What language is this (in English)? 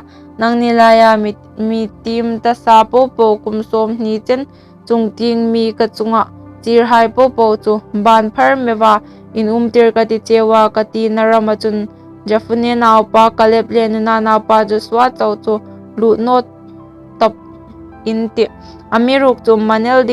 Hmar